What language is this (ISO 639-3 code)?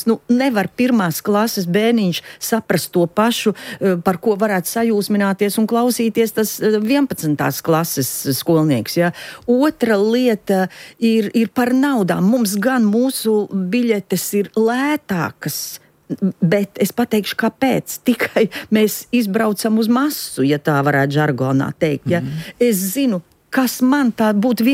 lav